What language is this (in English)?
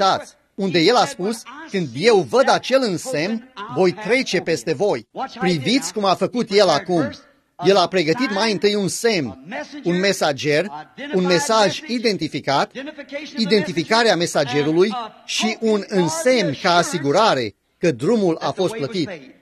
Romanian